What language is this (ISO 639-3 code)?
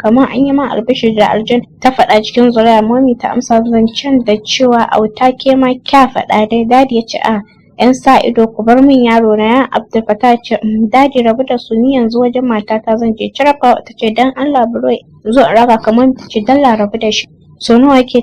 hau